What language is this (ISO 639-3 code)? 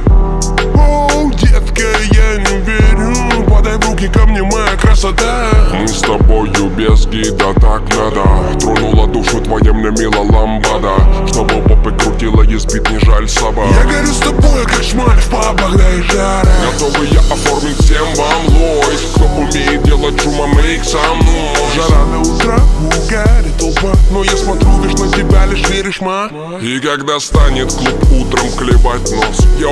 rus